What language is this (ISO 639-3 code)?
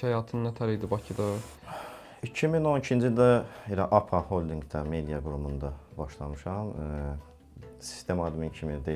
aze